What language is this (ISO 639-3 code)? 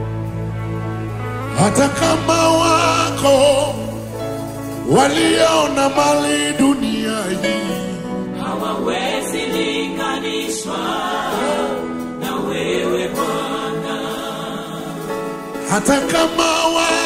swa